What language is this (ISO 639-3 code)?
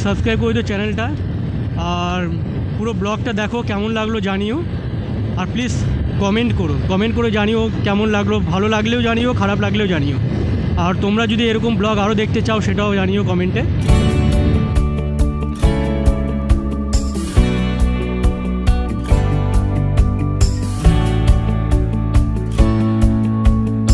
ben